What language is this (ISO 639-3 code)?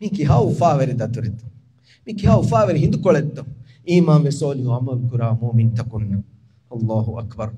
div